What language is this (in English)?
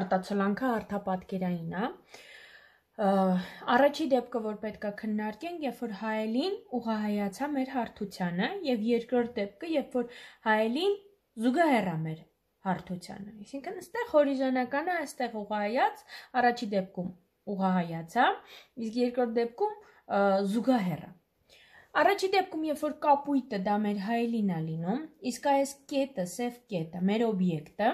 Armenian